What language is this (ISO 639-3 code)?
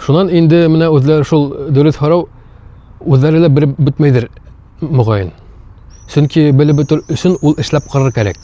bak